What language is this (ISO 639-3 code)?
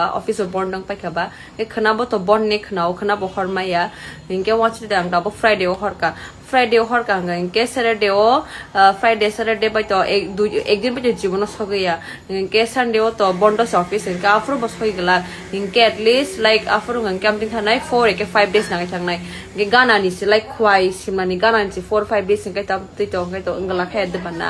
trp